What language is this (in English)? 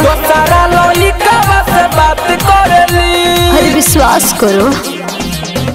Bhojpuri